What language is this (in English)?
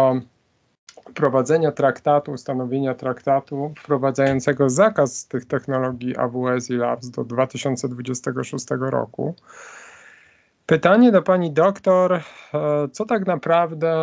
Polish